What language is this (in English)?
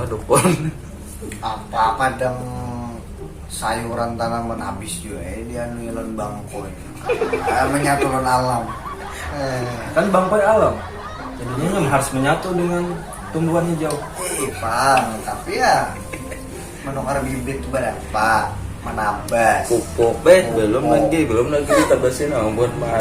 Banjar